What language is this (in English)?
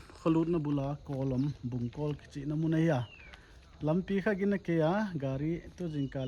Paite Chin